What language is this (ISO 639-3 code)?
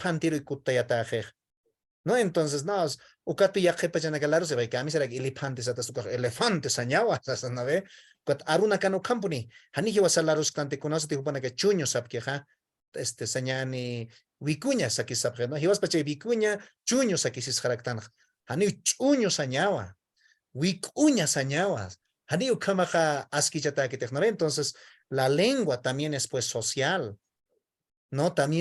aym